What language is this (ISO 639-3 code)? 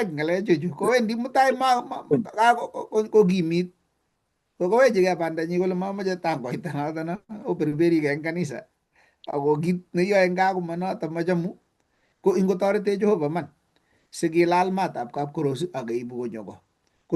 kln